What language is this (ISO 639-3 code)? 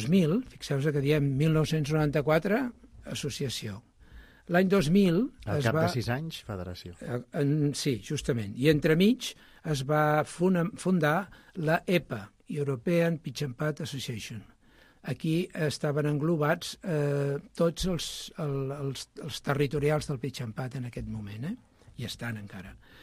cat